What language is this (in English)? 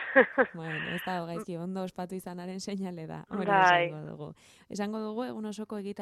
Basque